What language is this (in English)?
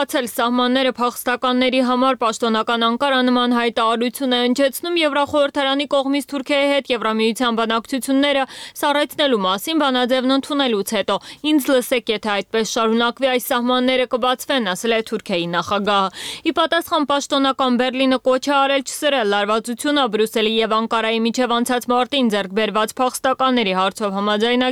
Armenian